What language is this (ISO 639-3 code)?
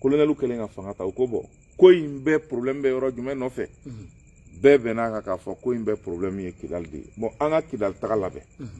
bam